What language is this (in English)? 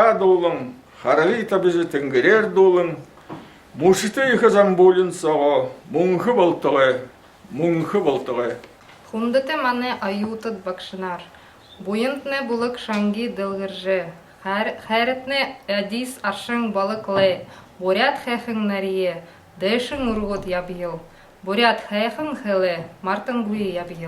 Buriat